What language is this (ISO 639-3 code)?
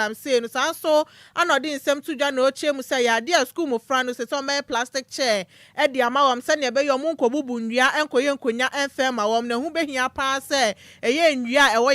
aka